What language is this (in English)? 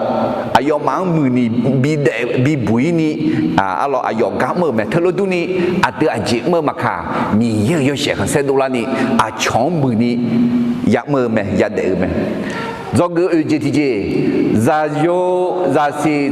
Akha